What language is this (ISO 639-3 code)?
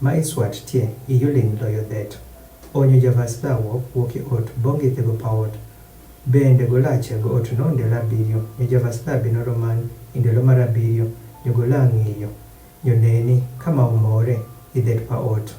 adh